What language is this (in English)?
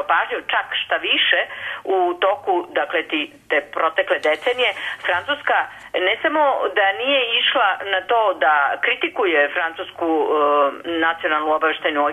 Serbian